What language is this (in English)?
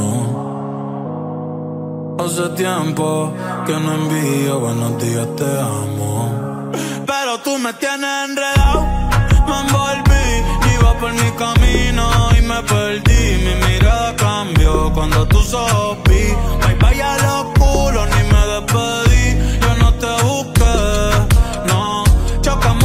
Spanish